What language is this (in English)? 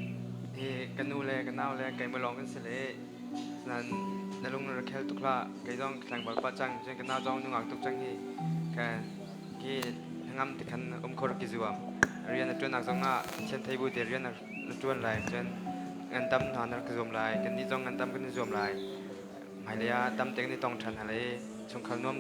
Hakha Chin